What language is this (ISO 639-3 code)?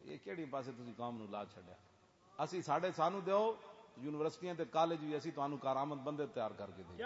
lah